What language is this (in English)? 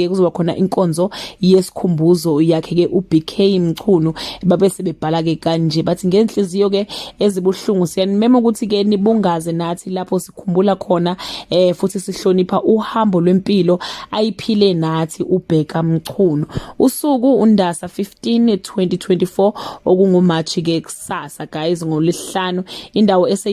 Zulu